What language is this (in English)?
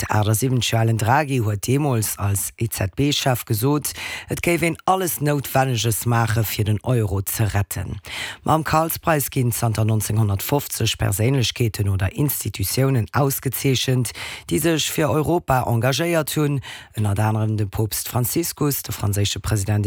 Luxembourgish